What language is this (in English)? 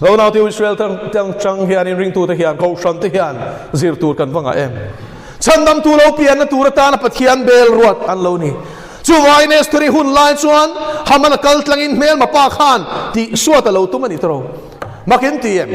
Mizo